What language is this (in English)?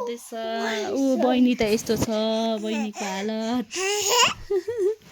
Nepali